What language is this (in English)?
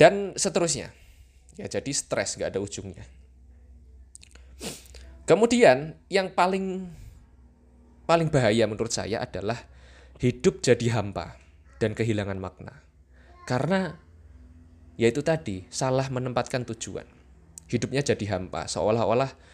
Indonesian